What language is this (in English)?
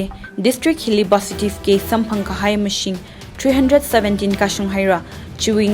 Tangkhul Naga (India)